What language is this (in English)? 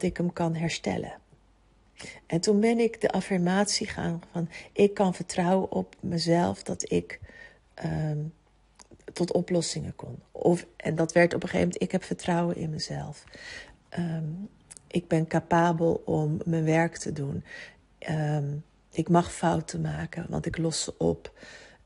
Dutch